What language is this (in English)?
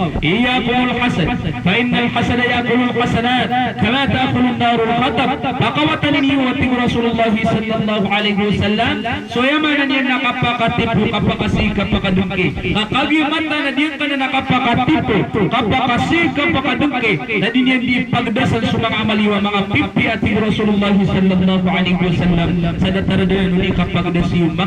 Maranao